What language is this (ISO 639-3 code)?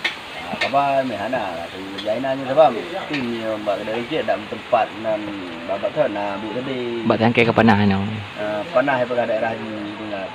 ace